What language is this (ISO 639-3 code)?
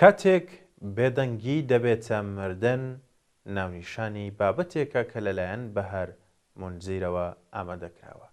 ckb